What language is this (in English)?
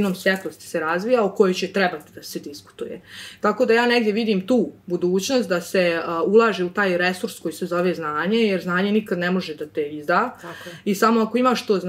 Serbian